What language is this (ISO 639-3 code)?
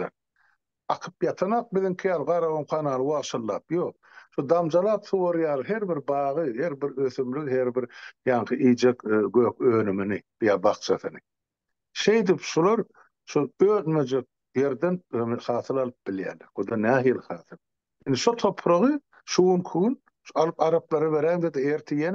tuk